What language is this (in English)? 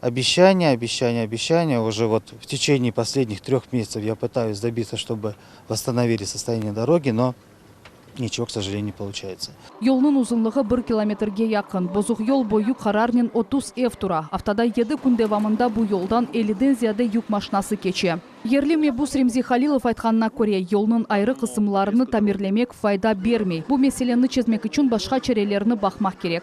Crimean Tatar